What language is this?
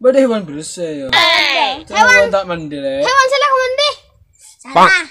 Madurese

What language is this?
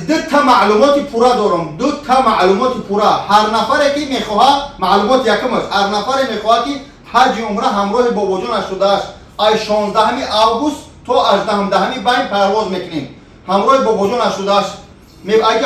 Tajik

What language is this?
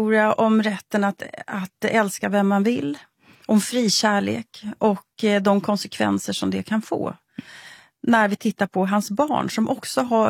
Swedish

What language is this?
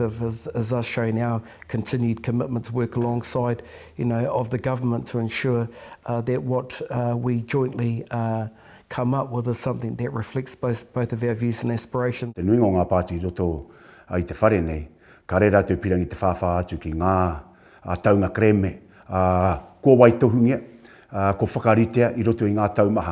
Māori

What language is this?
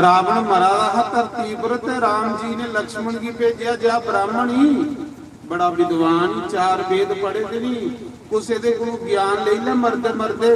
Dogri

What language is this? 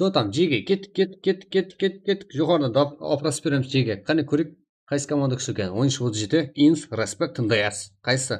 Kara-Kalpak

